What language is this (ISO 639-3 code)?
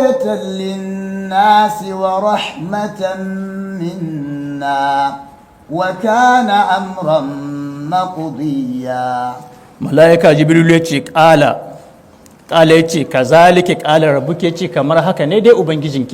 hau